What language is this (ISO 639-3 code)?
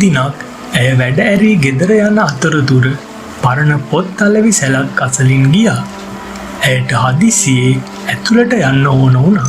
sin